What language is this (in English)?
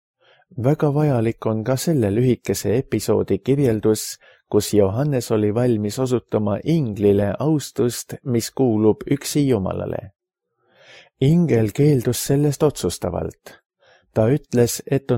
Estonian